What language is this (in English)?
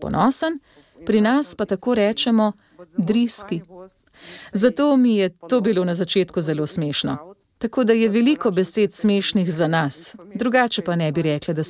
Slovenian